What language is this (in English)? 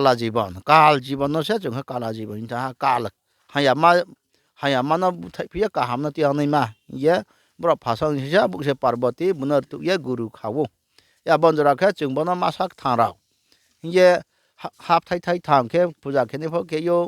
Riang (India)